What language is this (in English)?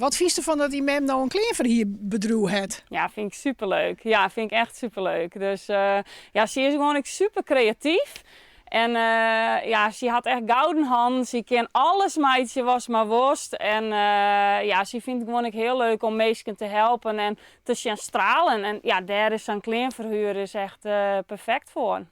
Western Frisian